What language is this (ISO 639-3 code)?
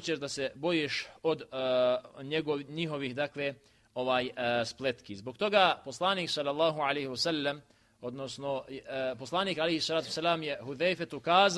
bos